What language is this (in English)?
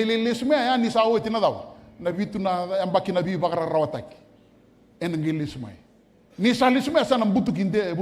Fijian